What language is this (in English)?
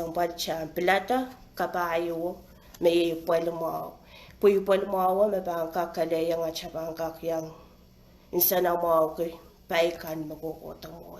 Pohnpeian